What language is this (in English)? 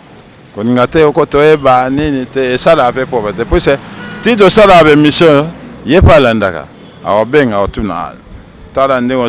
Lingala